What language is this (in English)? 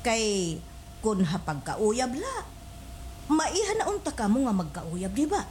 Waray